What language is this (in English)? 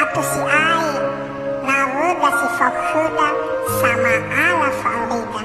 Nias